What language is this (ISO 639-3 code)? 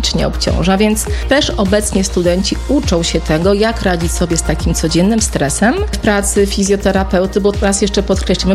pol